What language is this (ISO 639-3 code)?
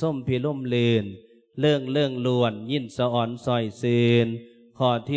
lao